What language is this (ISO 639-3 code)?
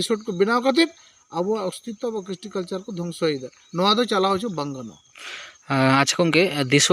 sat